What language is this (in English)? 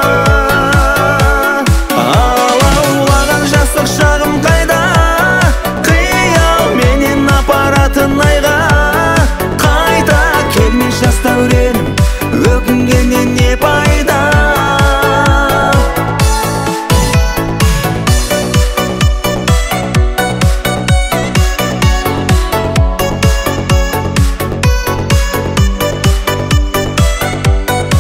Kazakh